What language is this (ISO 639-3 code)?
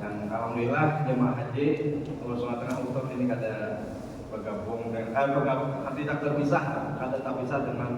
bjn